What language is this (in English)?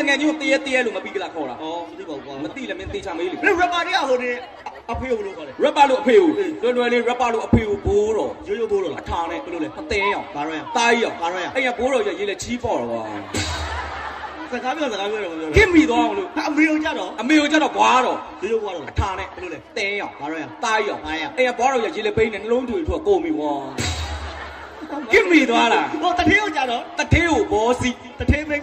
Burmese